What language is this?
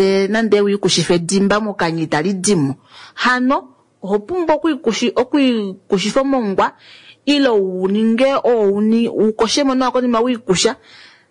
Kuanyama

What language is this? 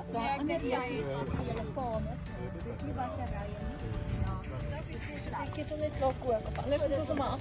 Afrikaans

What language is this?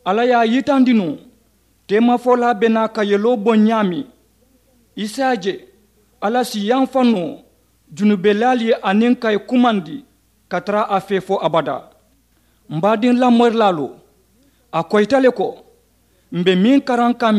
Mandingo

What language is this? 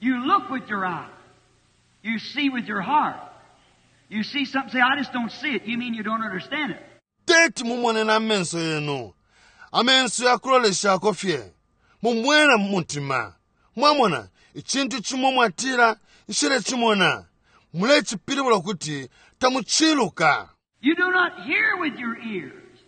Bemba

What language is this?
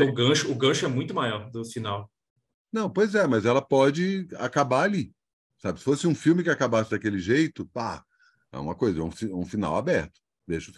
Portuguese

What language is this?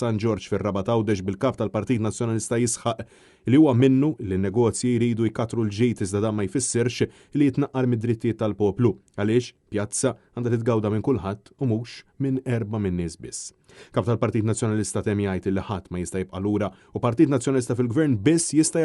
Maltese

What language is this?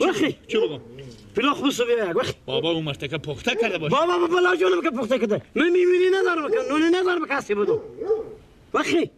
Persian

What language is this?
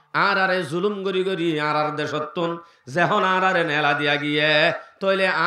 Rohingya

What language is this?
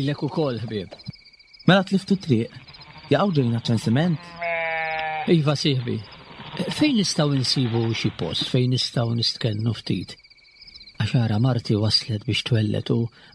Maltese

